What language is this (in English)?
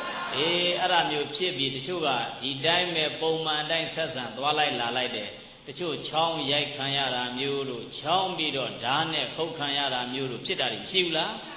Burmese